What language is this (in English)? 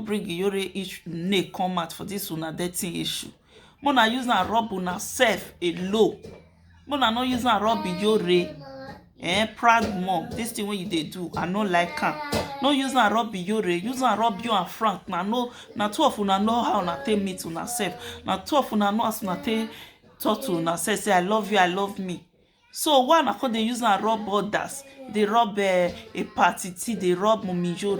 Nigerian Pidgin